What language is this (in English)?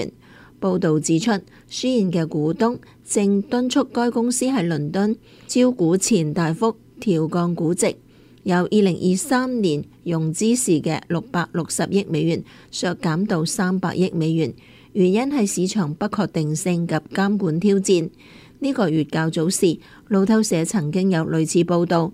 Cantonese